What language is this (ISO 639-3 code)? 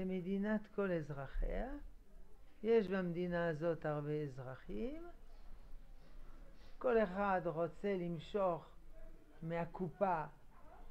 heb